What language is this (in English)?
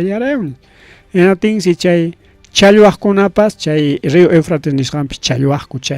Ayacucho Quechua